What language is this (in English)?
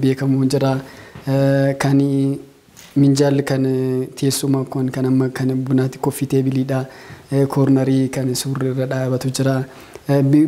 Oromo